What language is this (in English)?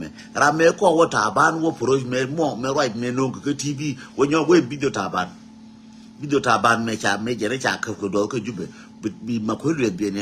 Nuer